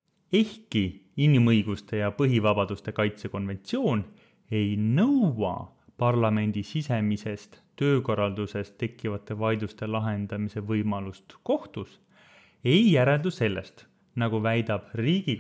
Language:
Estonian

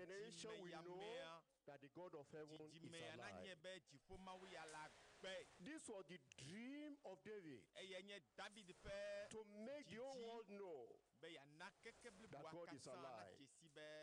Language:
Ewe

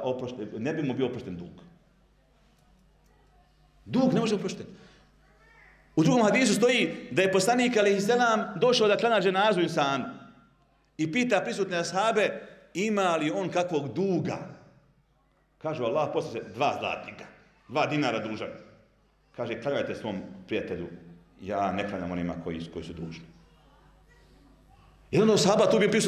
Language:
Bosnian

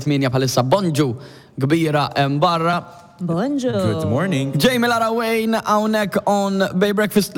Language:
Maltese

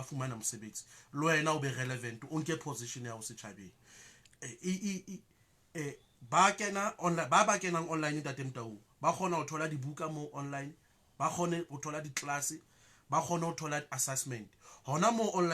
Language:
Southern Sotho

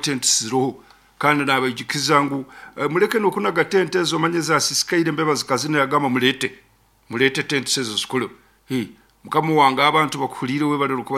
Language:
Nyankole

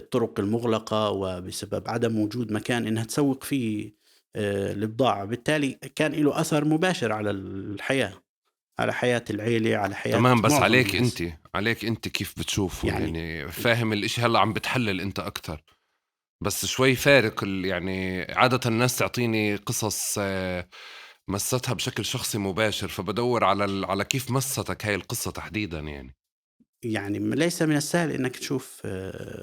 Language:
North Levantine Arabic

